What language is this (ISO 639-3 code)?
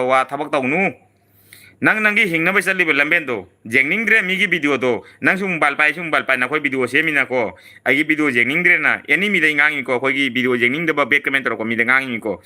mni